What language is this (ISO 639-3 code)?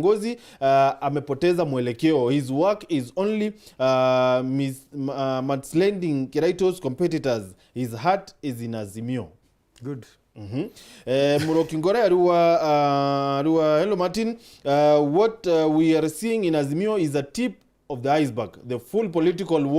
mer